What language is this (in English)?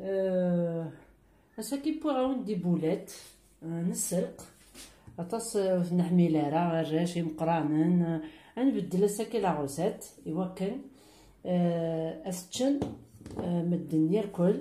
Kabyle